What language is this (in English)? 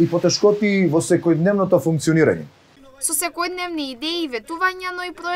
Macedonian